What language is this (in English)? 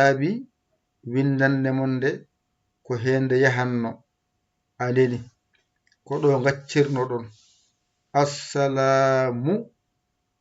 Fula